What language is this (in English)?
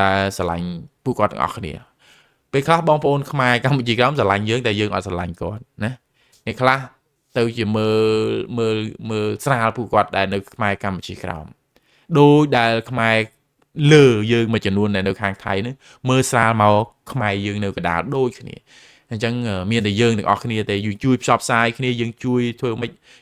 Khmer